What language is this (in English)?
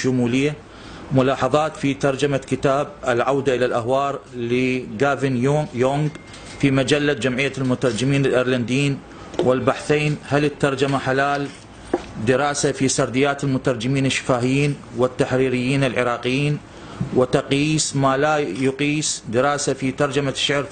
Arabic